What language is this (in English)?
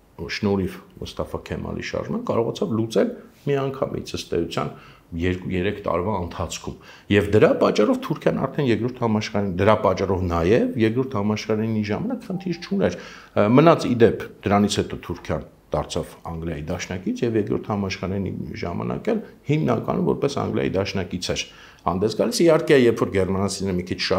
Armenian